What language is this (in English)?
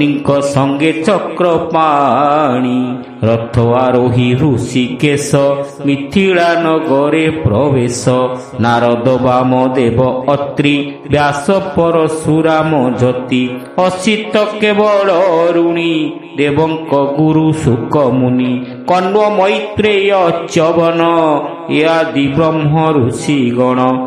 Odia